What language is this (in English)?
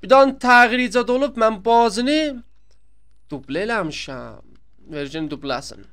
South Azerbaijani